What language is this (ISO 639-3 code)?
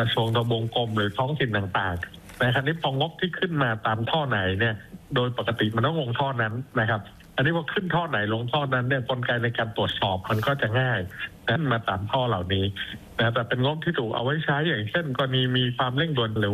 tha